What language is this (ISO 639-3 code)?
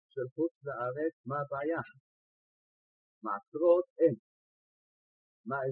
heb